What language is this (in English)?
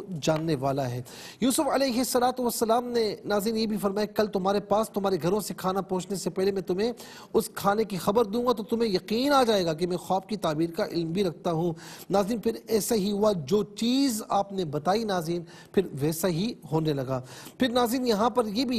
Urdu